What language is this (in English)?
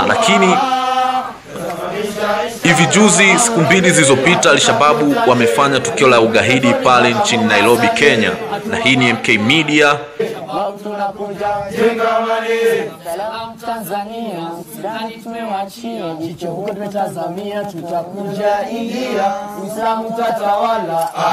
Swahili